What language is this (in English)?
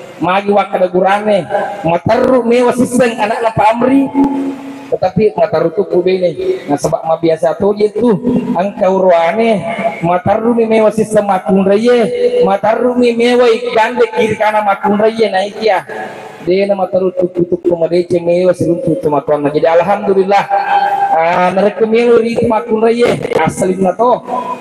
Buginese